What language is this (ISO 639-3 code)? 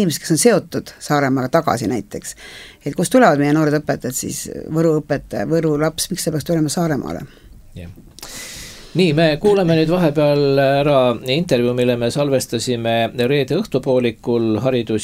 est